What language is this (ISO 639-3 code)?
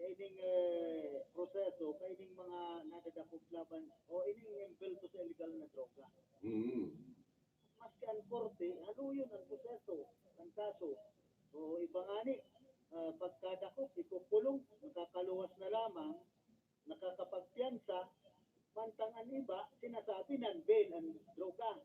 bik